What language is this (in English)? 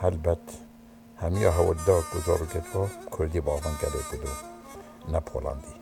Kurdish